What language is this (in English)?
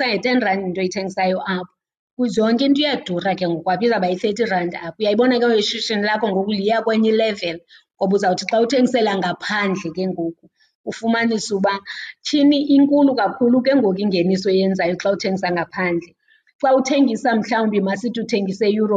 Xhosa